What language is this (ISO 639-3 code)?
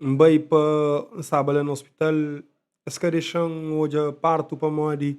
kea